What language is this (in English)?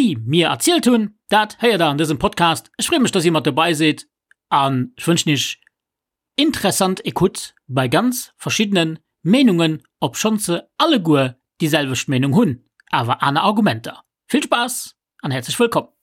Luxembourgish